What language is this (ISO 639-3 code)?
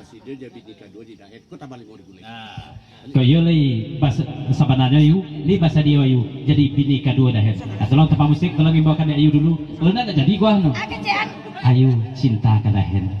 min